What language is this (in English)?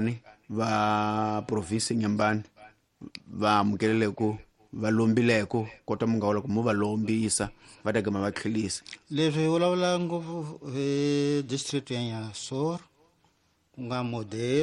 Tsonga